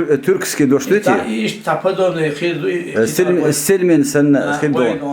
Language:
Chechen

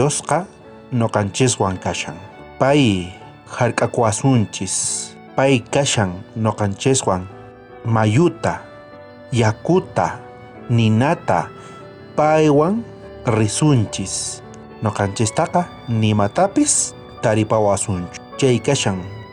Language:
South Bolivian Quechua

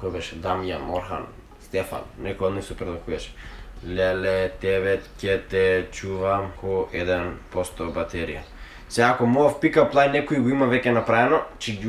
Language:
Macedonian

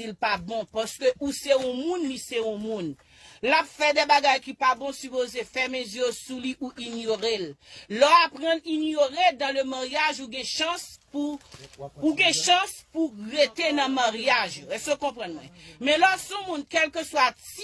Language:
Haitian Creole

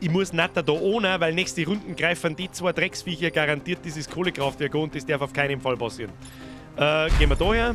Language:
Bavarian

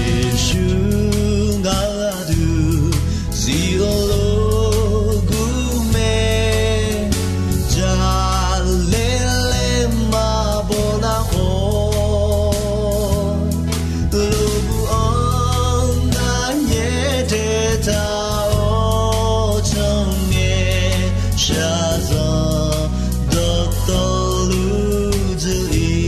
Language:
Akha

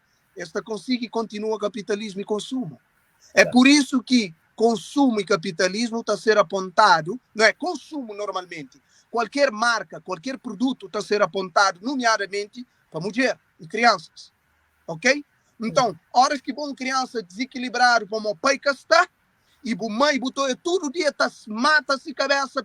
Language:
Kabuverdianu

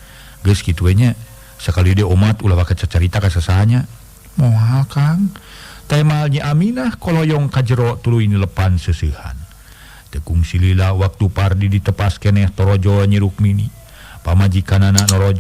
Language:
Sundanese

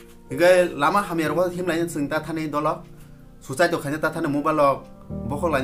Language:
Kok Borok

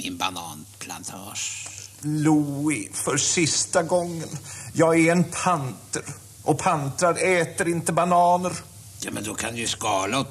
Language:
Swedish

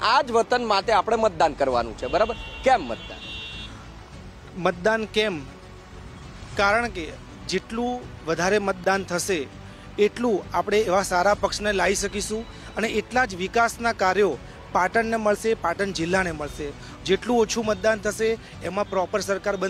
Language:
Gujarati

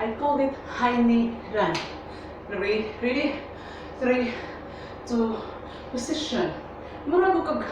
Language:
Cebuano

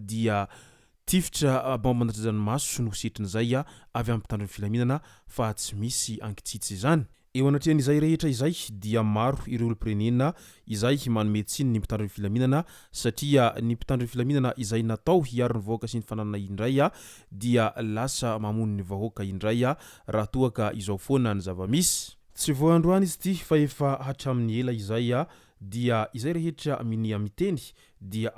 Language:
Malagasy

